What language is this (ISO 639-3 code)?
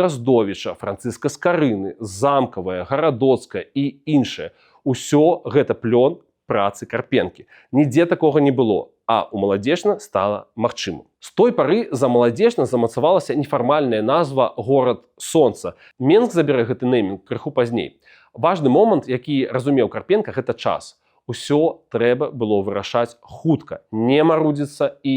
bel